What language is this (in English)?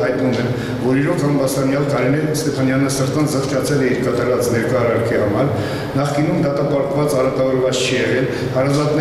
Armenian